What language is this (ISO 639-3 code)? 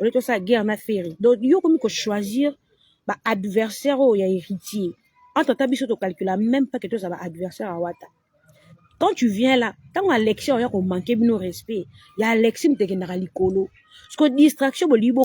lin